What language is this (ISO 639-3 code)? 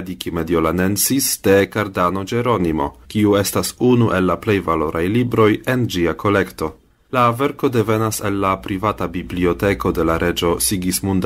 epo